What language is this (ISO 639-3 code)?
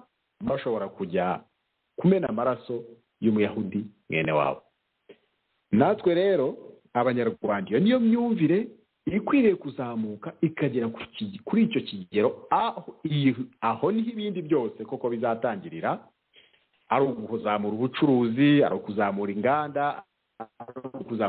kin